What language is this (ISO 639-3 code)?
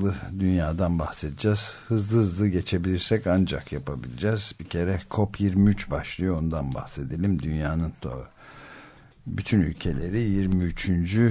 tur